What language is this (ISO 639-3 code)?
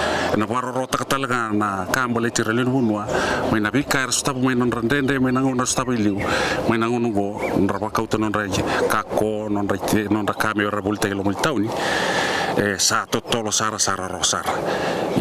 fij